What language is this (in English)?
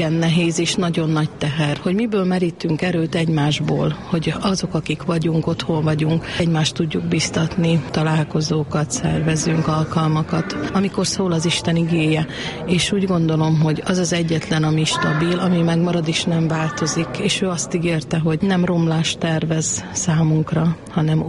Hungarian